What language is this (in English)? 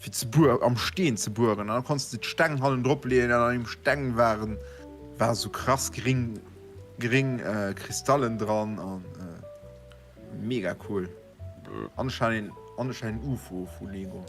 Luxembourgish